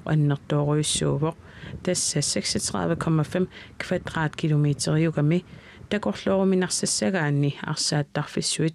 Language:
Kalaallisut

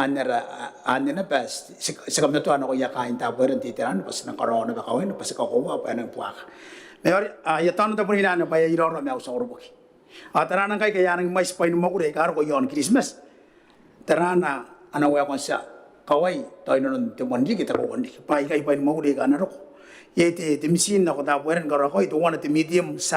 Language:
Gilbertese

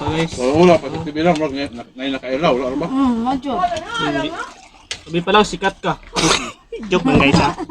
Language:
Cebuano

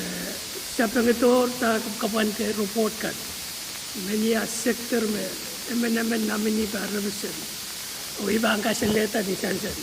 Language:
Pohnpeian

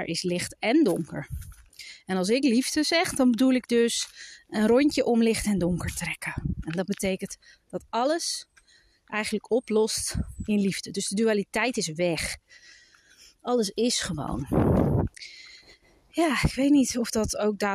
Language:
Dutch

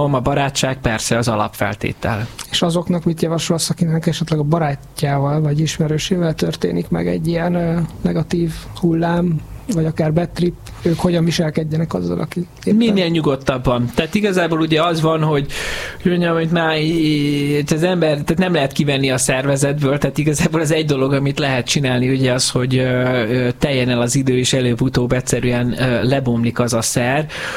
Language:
Hungarian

